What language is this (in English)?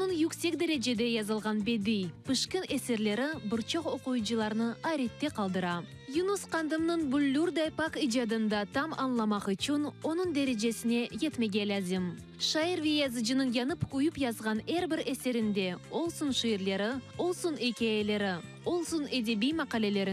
Crimean Tatar